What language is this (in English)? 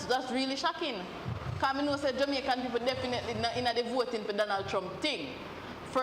Jamaican Creole English